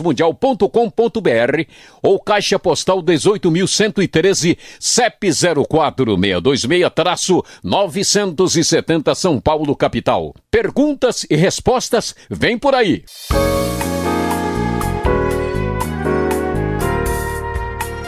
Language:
Portuguese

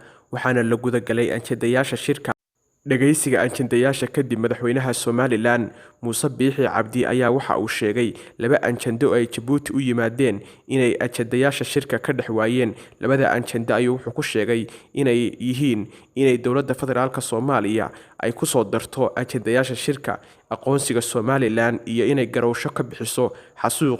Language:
Somali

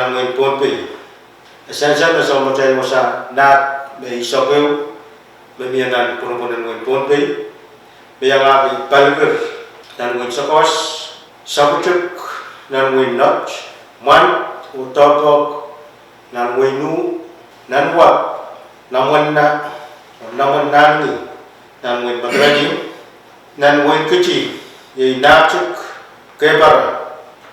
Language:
Pohnpeian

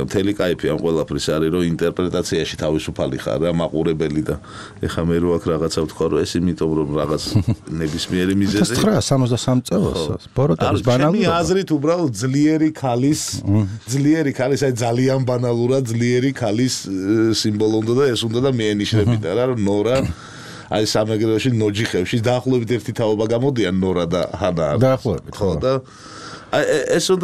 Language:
Georgian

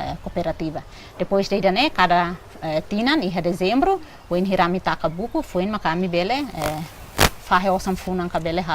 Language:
Tetum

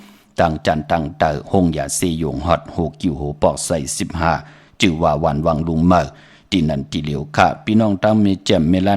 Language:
Shan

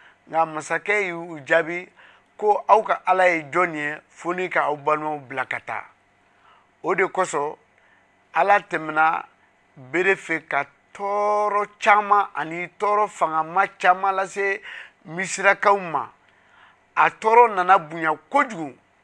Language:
Bambara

